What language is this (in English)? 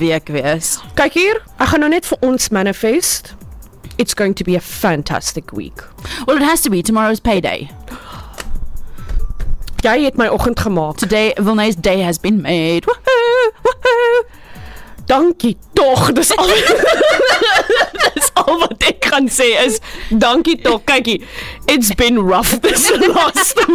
Afrikaans